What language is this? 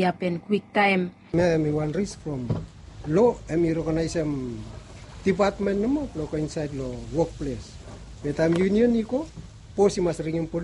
Bislama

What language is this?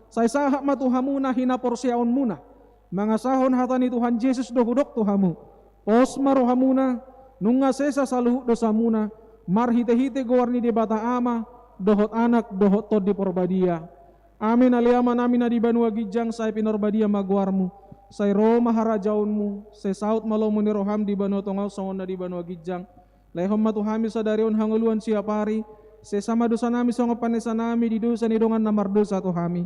Batak Toba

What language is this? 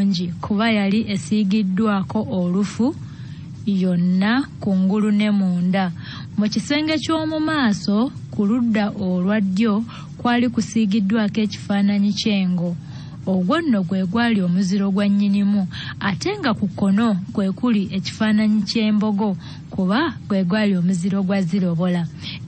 Ganda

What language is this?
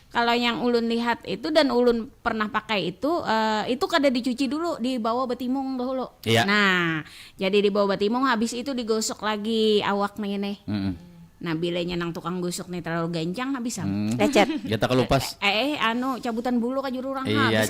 Banjar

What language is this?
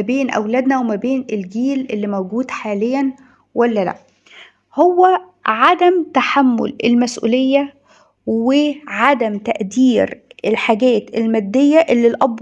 Egyptian Arabic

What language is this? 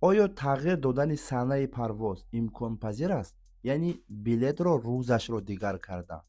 Tajik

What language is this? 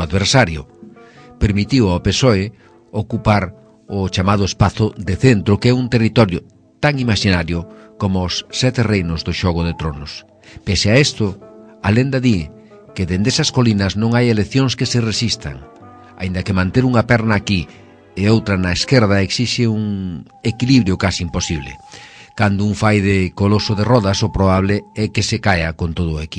Galician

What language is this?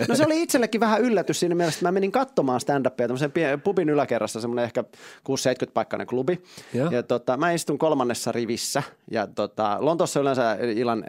Finnish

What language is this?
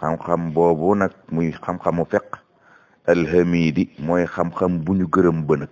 Wolof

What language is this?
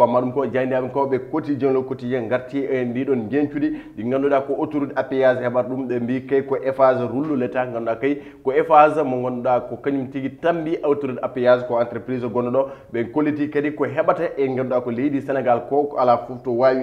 Fula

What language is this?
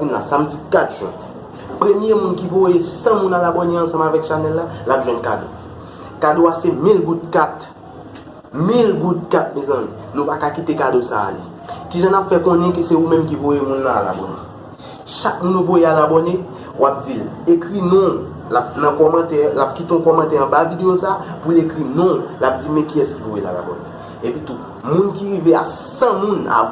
Haitian Creole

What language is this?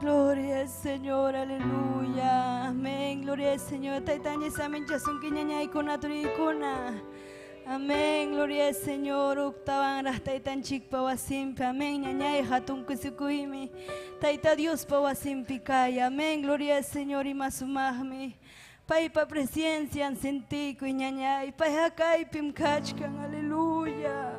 Ayacucho Quechua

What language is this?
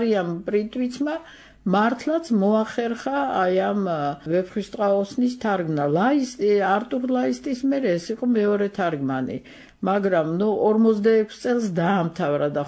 Georgian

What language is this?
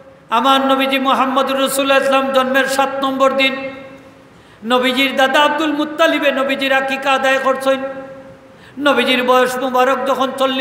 Sylheti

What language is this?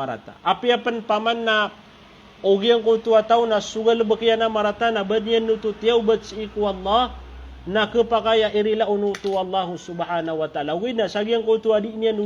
Maranao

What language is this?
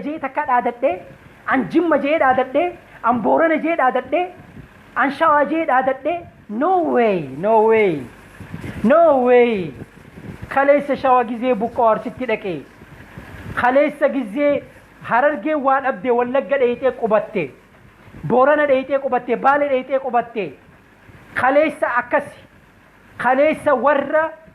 Oromo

